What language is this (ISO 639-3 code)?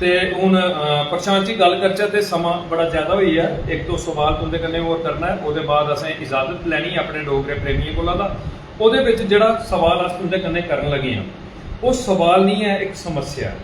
doi